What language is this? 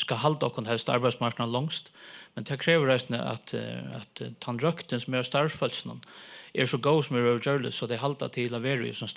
Faroese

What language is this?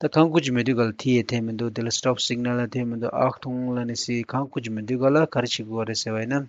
Tibetan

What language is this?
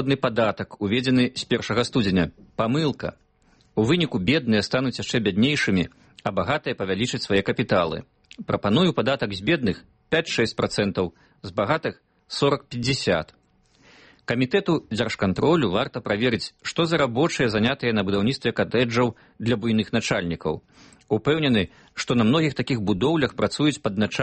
Belarusian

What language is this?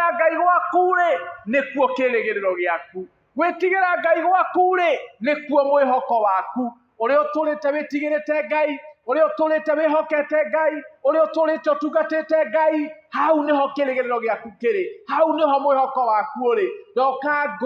Kikuyu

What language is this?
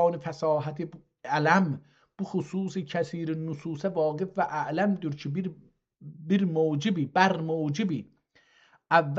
South Azerbaijani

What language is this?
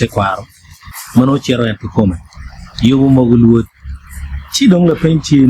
Acoli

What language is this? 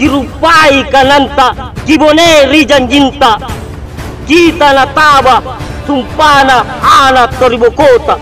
Makasar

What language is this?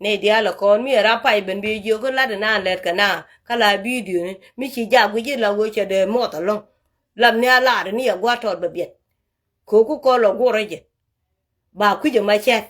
Nuer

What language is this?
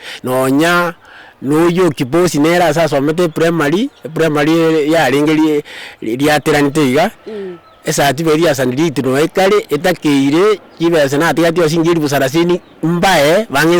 Gusii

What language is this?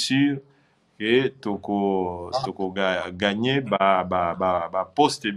Lingala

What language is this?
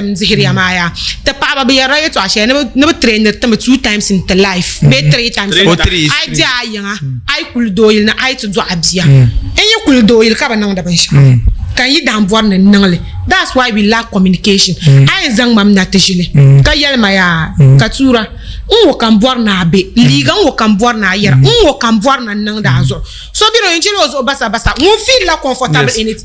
Dagbani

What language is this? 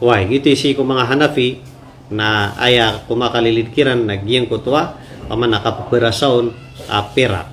Maranao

